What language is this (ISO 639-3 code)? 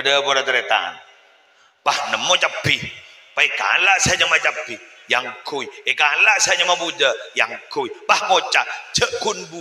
mad